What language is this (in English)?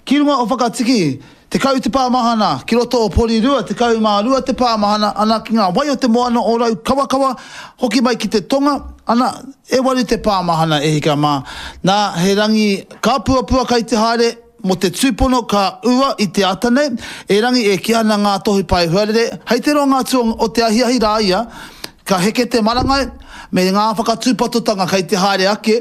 Māori